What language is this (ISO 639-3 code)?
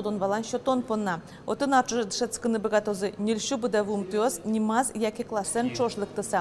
udm